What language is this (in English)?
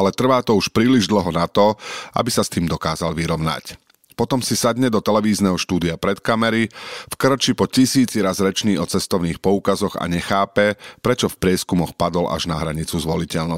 Slovak